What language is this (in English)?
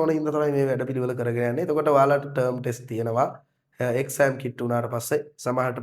Sinhala